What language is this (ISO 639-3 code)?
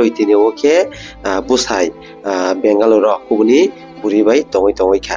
trp